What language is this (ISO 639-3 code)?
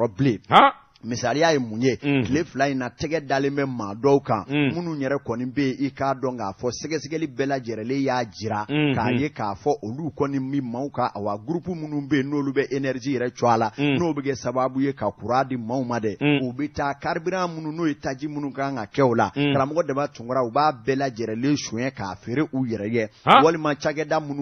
bam